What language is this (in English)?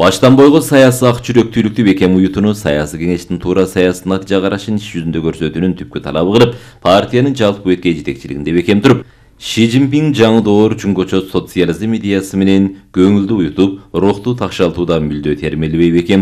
Kyrgyz